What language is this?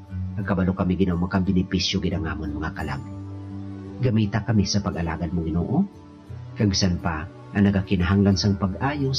Hiligaynon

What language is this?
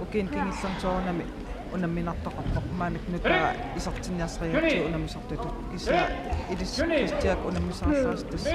Kalaallisut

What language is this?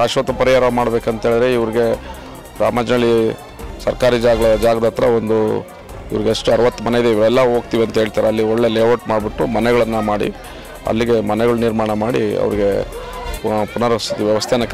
Kannada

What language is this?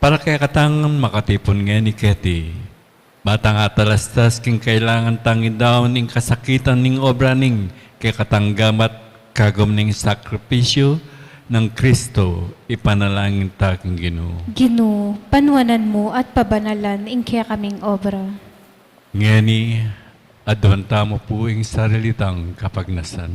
Pampanga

